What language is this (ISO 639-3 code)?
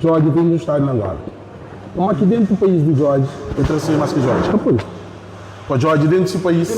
kea